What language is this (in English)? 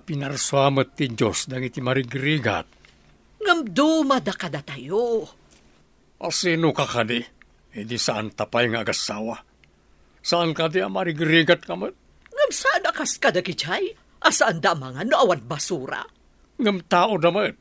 Iloko